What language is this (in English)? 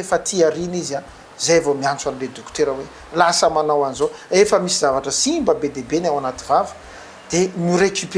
Malagasy